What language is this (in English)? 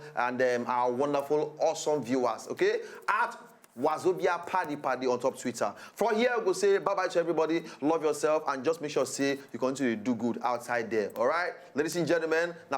Nigerian Pidgin